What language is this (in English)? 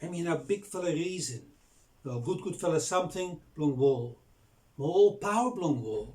Bislama